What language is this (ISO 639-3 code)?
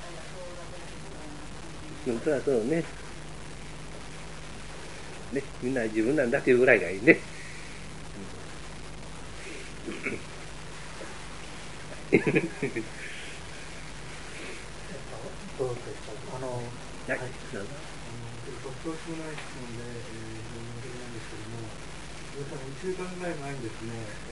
jpn